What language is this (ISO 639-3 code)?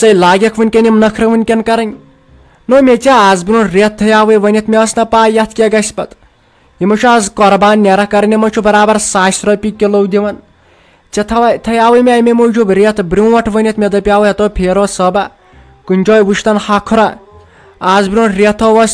kas